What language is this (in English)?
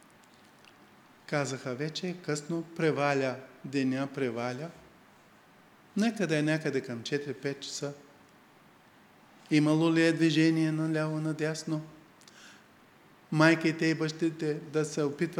Bulgarian